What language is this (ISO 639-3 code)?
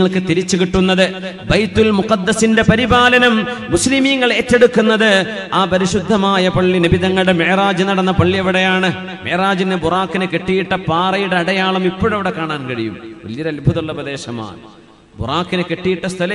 mal